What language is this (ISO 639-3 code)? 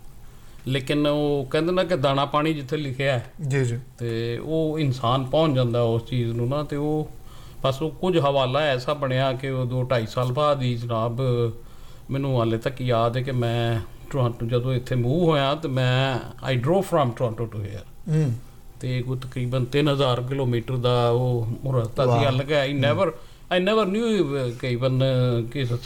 pan